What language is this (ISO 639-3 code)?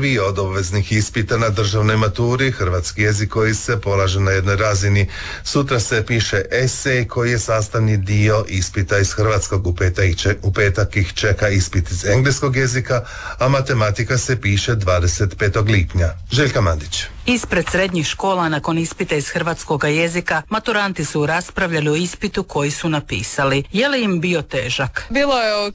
hrv